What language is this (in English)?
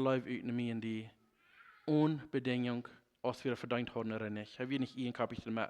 Plautdietsch